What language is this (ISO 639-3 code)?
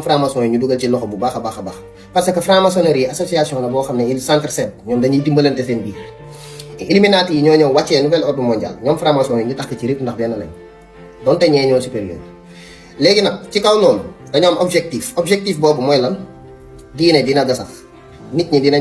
wol